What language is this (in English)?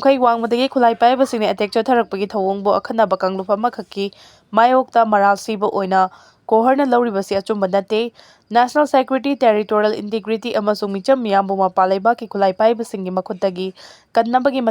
Manipuri